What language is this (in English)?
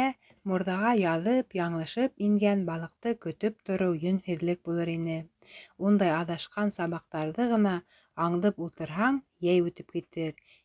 Bashkir